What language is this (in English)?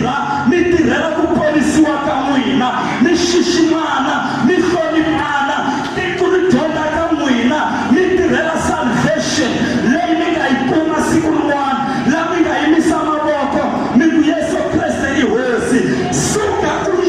Tsonga